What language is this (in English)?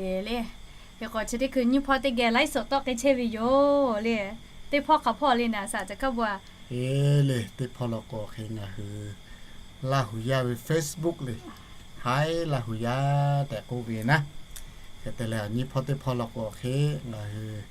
Lahu